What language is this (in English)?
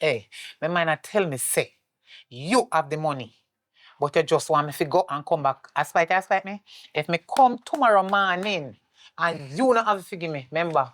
Jamaican Creole English